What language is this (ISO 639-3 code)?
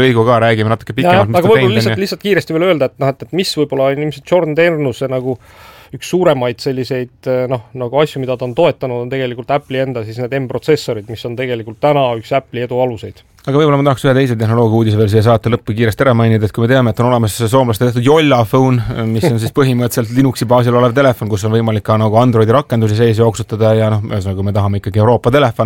est